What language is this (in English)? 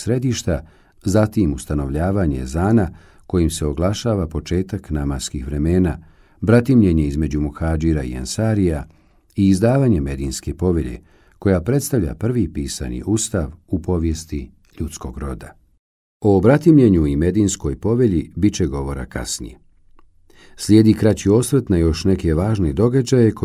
Bosnian